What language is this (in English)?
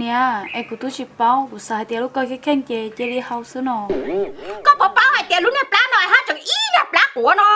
Hmong